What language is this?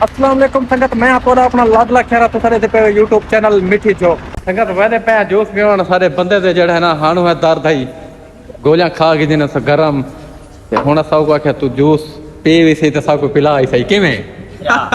Saraiki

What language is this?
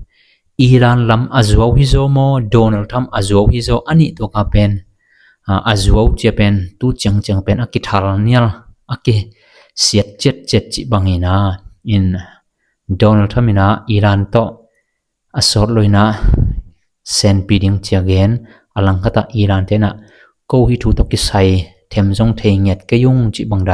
Tedim Chin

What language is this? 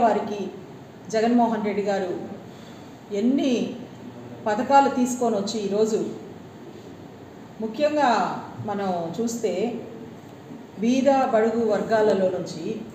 Telugu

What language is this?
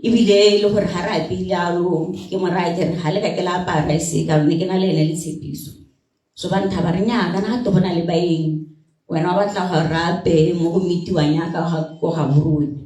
Tswana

